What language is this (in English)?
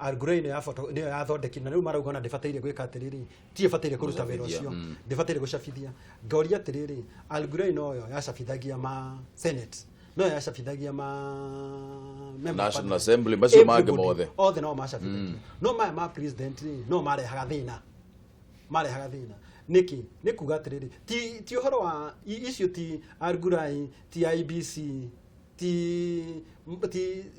Kikuyu